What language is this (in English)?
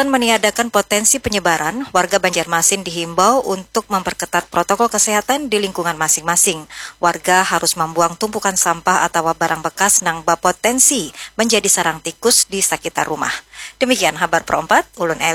Banjar